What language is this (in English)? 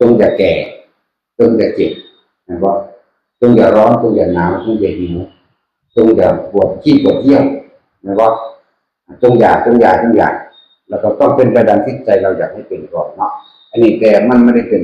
Northeastern Thai